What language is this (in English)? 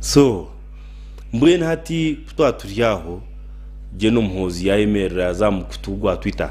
Nyankole